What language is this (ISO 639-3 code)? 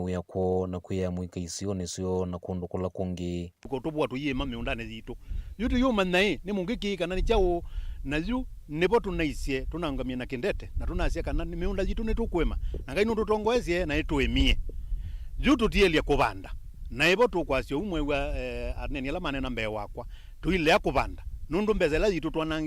kam